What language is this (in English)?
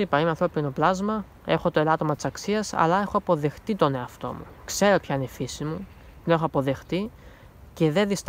Greek